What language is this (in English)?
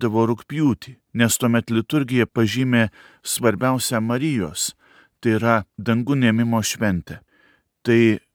Lithuanian